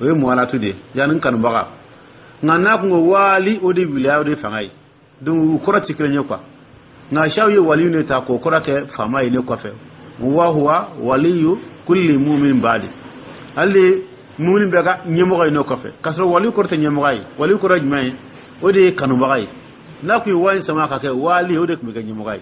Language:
Dyula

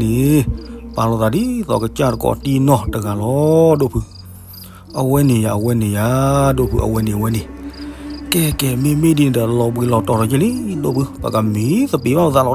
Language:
S'gaw Karen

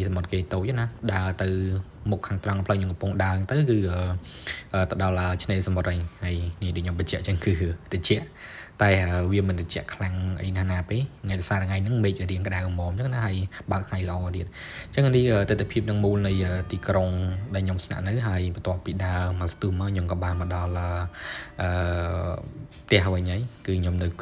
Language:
Khmer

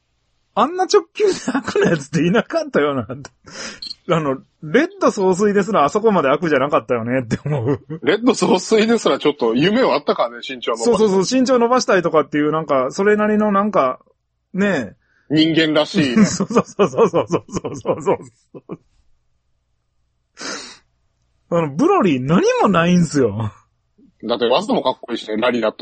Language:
Japanese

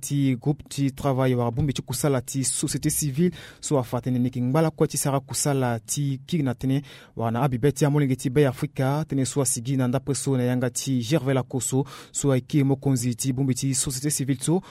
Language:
Sango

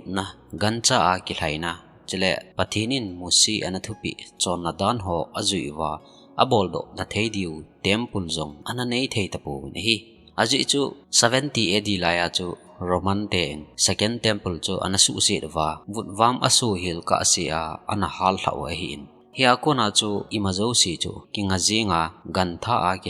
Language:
Thado Chin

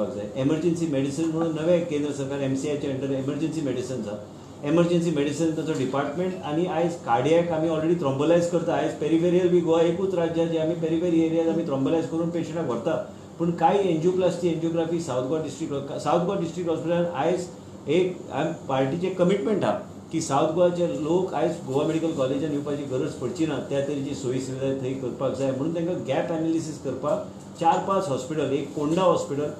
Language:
Konkani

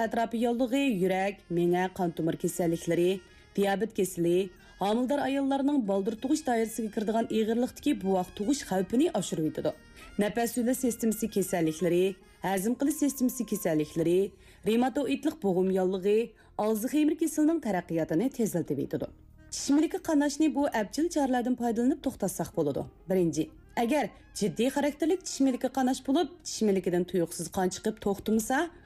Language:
Uyghur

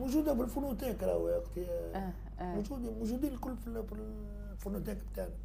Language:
Tunisian Arabic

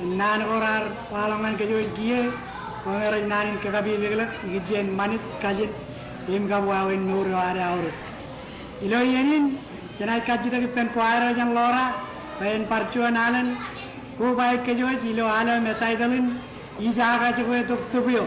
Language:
Marshallese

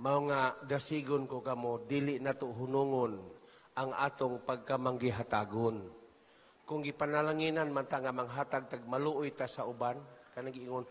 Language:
Cebuano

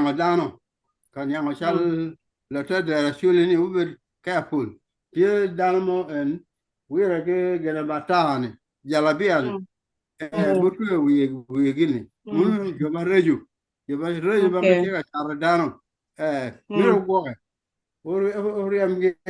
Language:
Acoli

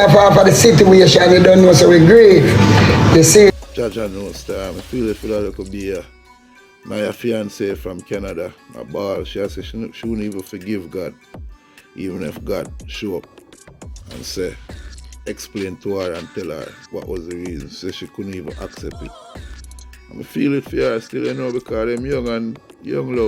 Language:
Jamaican Creole English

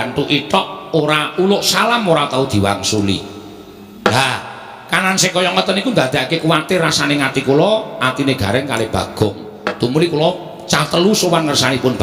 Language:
Javanese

